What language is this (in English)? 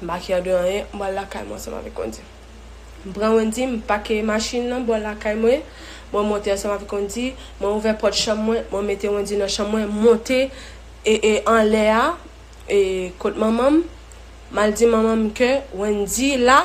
Haitian Creole